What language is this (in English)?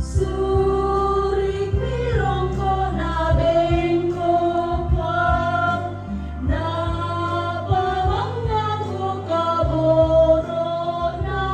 Toraja-Sa'dan